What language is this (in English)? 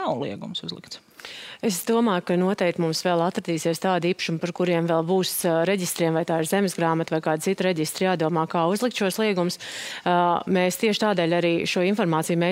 Latvian